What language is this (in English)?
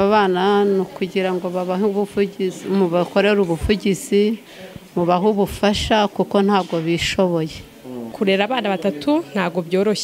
Kinyarwanda